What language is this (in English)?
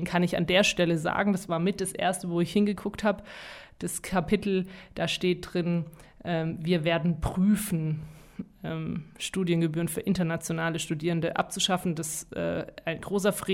German